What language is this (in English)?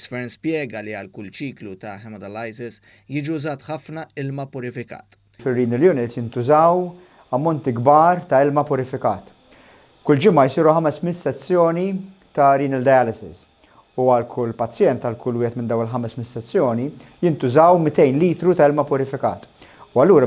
Maltese